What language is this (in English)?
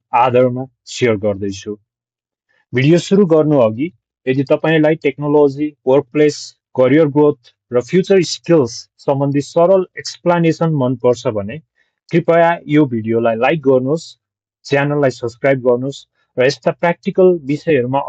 Nepali